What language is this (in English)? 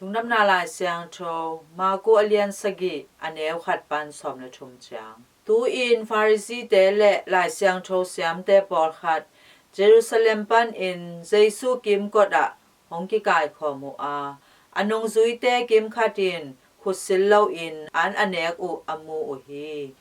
Tedim Chin